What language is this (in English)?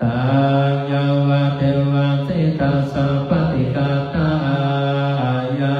Pali